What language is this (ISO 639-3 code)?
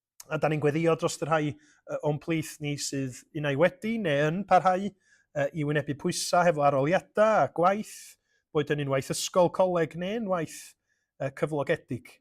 cym